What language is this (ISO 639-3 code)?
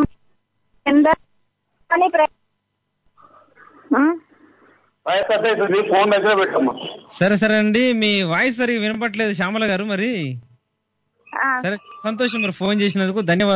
tel